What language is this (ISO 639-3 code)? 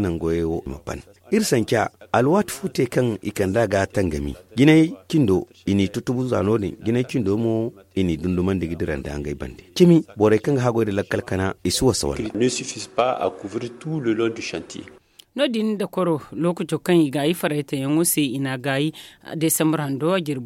dje